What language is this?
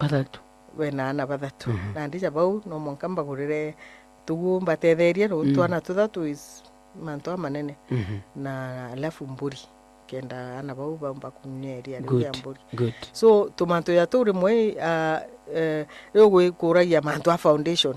Meru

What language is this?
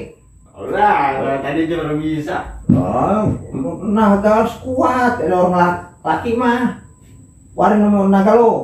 Betawi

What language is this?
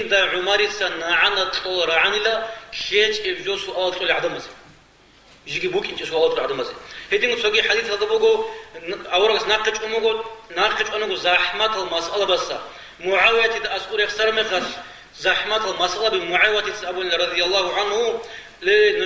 Avaric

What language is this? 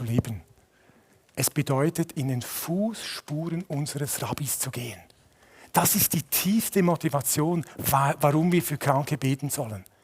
Swiss German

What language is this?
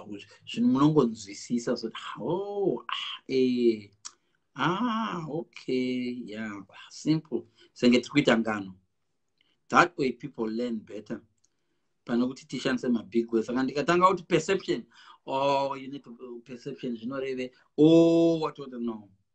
Shona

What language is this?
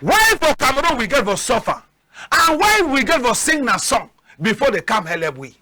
Cameroon Pidgin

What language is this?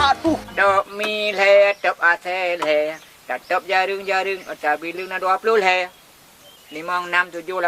Achinese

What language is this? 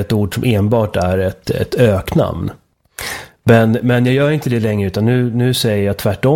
Swedish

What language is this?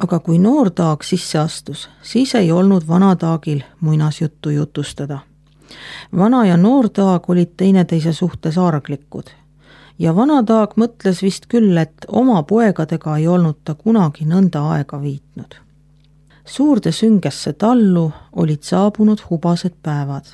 Estonian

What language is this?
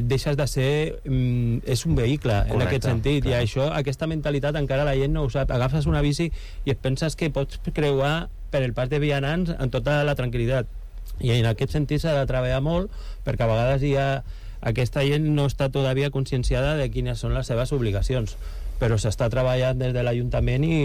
Catalan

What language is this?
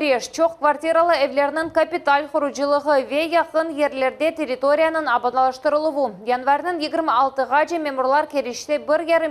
Crimean Tatar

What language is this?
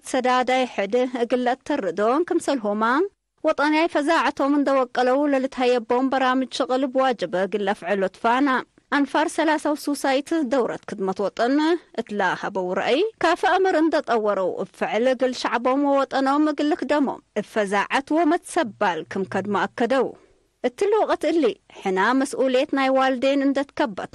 Tigre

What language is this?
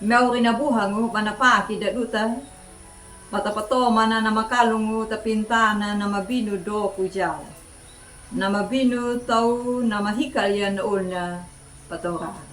Anakalangu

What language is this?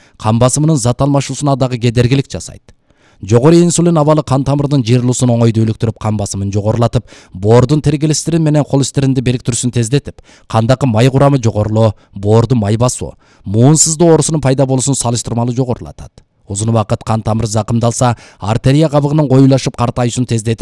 Kyrgyz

